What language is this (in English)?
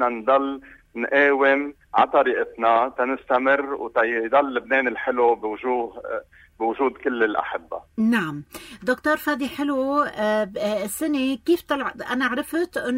North Levantine Arabic